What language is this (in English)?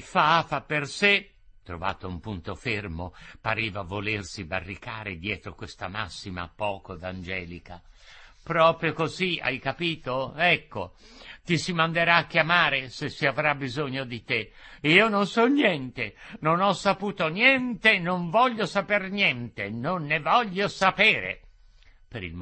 Italian